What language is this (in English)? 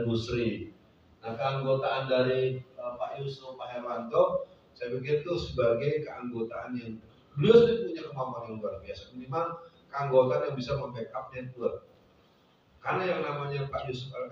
Indonesian